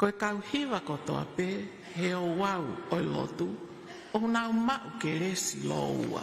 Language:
Tongan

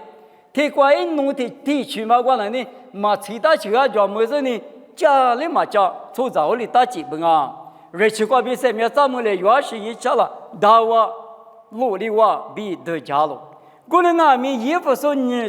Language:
Lisu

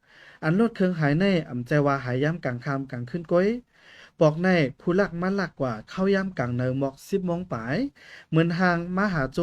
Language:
Shan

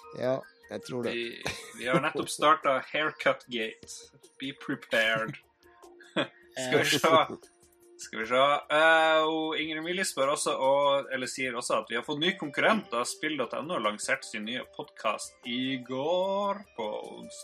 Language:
Norwegian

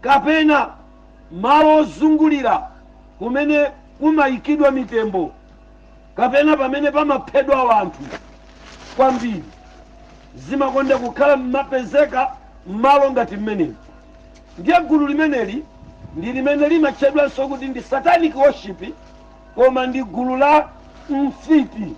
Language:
Nyanja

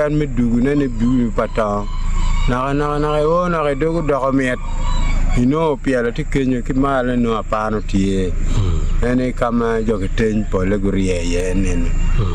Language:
Acoli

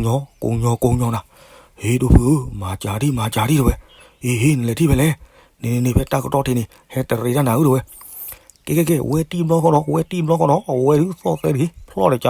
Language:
S'gaw Karen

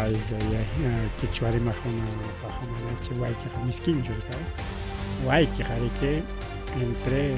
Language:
Ayacucho Quechua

